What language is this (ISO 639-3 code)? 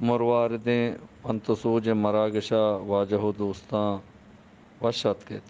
bgp